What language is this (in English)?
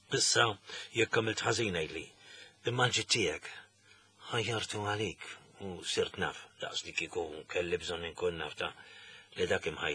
Maltese